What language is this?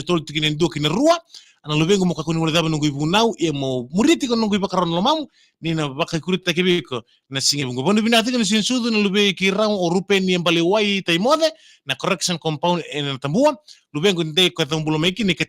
Fijian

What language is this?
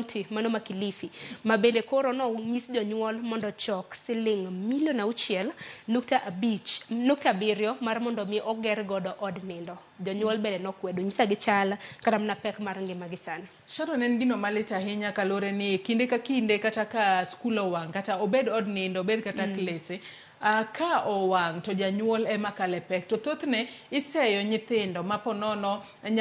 Luo (Kenya and Tanzania)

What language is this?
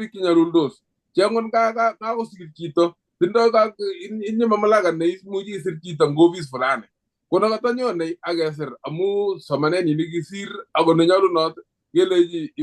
Kalenjin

